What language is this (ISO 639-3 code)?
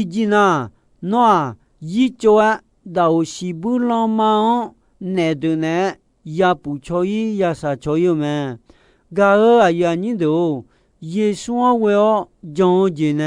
ahk